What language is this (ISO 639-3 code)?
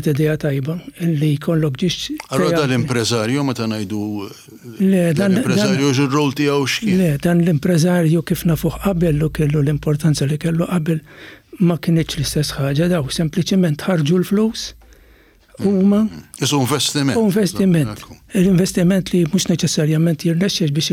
mlt